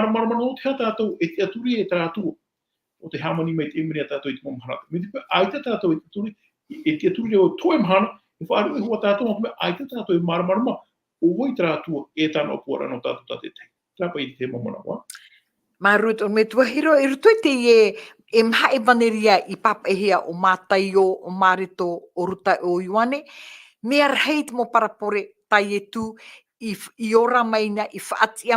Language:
Tahitian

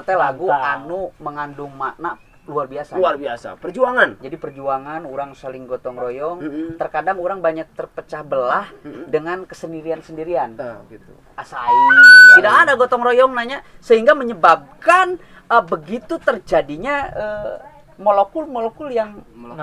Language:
Sundanese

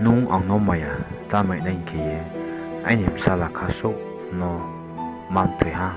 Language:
Riang (India)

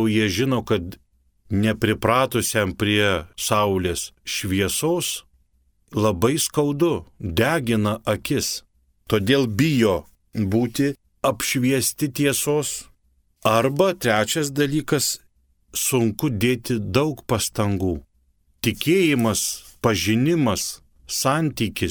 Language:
Lithuanian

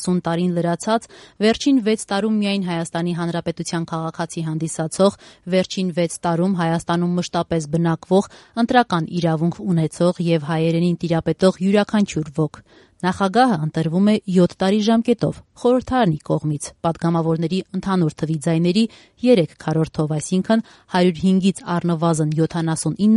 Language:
Armenian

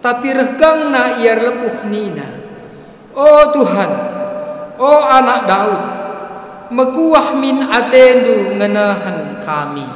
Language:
Batak Karo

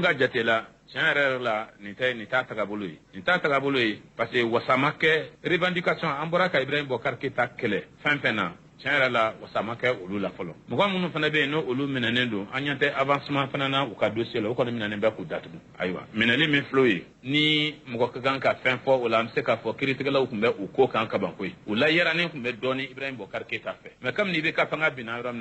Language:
Bambara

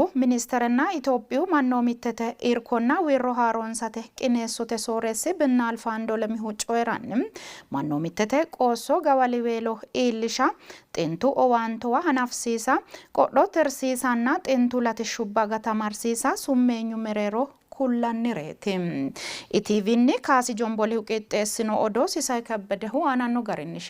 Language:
Sidamo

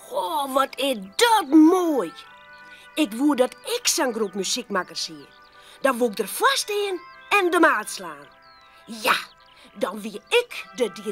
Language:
Western Frisian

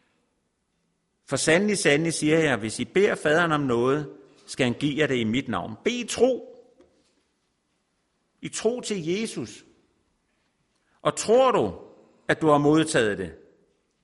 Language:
Danish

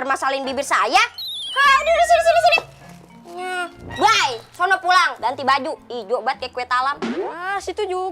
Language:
Betawi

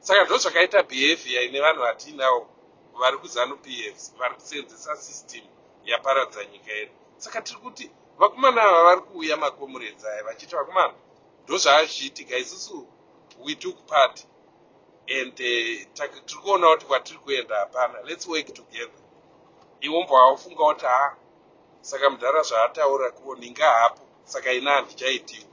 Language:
Shona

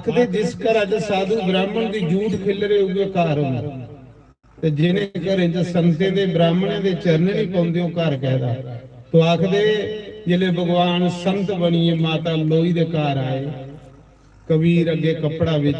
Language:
Dogri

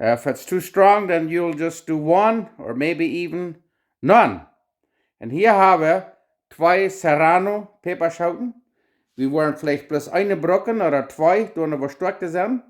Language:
Plautdietsch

